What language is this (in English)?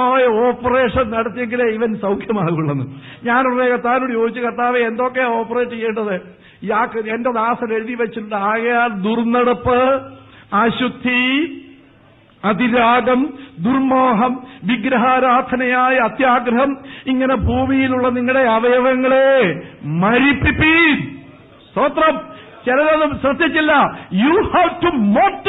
Malayalam